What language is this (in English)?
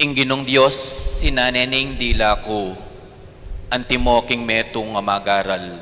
Pampanga